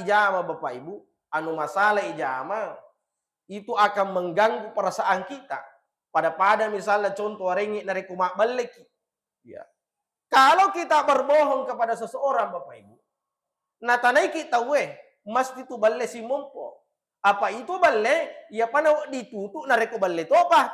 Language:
Buginese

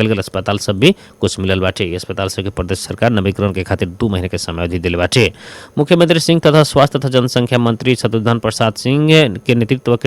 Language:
Bhojpuri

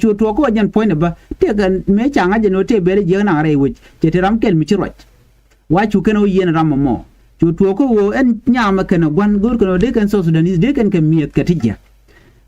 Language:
Nuer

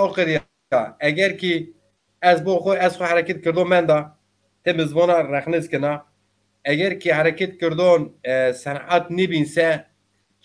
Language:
Zaza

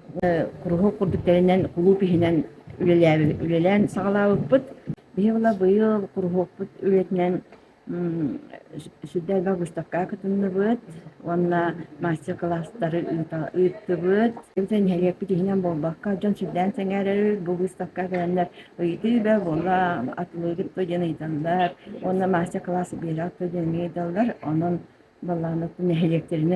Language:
Yakut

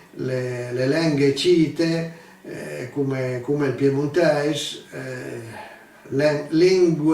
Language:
Piedmontese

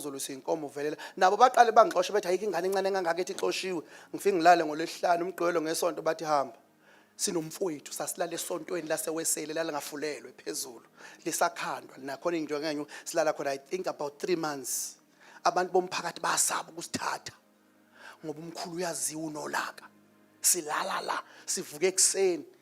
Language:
Zulu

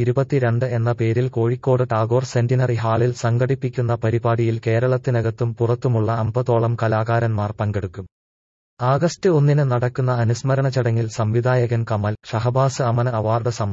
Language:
Malayalam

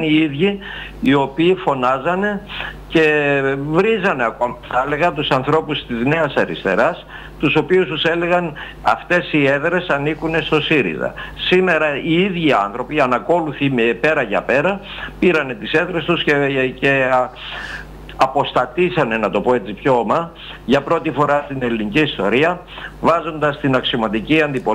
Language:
Greek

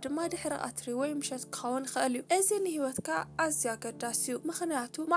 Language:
Tigrinya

